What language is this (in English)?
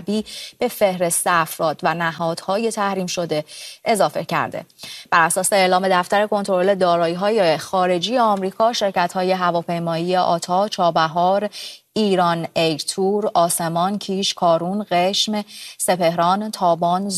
Persian